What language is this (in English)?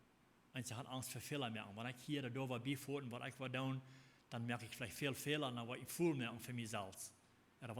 Plautdietsch